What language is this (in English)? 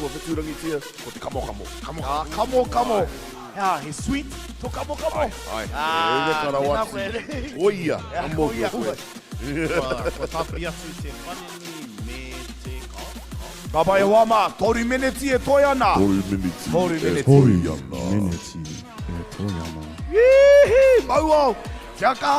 Māori